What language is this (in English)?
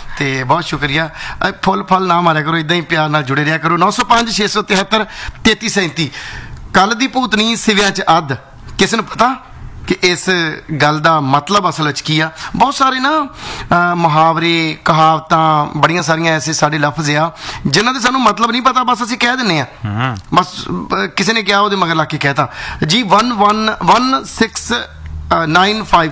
Punjabi